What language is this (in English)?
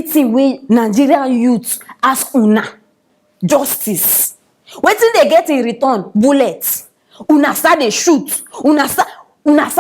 Nigerian Pidgin